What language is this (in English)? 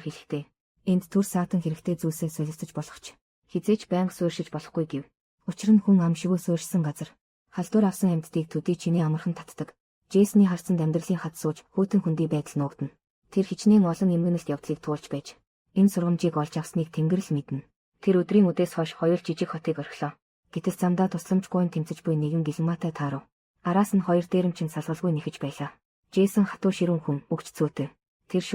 Mongolian